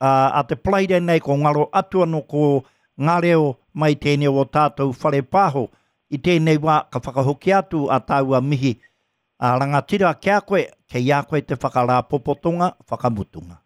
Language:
Māori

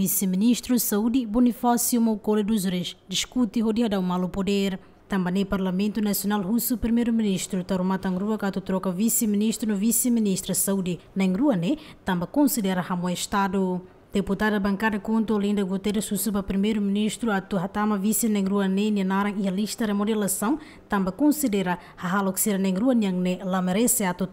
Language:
Tetum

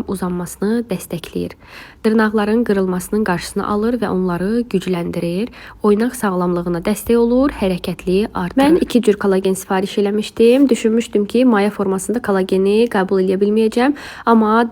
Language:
Azerbaijani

